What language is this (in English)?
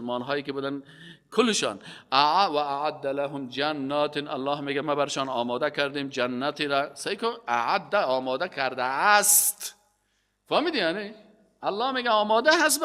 Persian